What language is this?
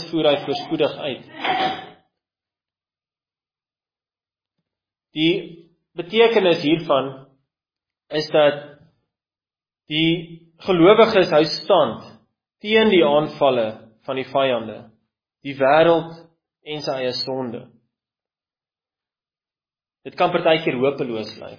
Afrikaans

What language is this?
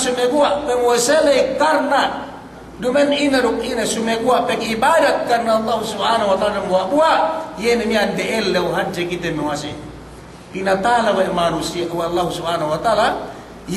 Yakan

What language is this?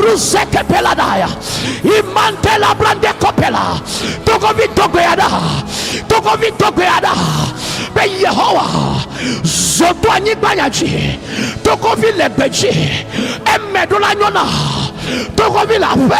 Ewe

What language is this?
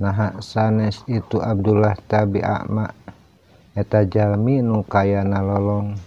Sundanese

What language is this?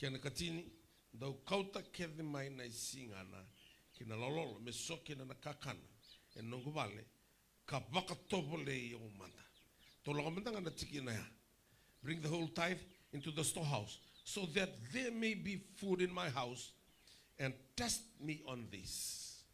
Fijian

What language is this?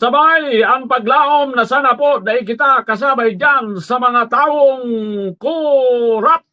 Bikol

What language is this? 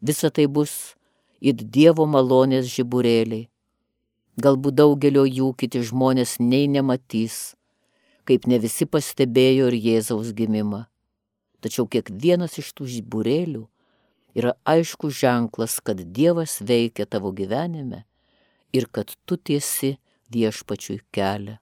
Lithuanian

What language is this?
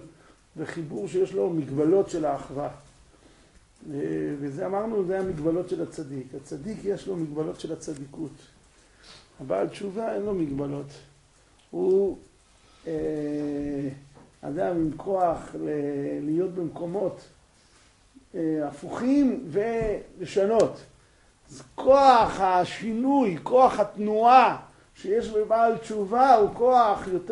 Hebrew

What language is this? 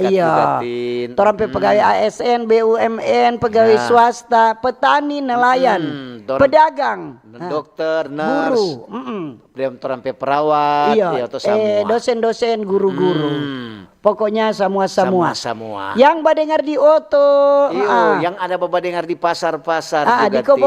Manado Malay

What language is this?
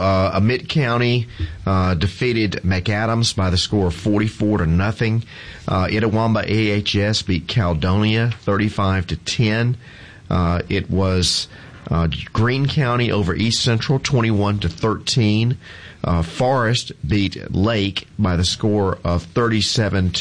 English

